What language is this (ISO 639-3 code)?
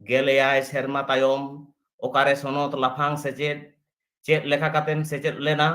sat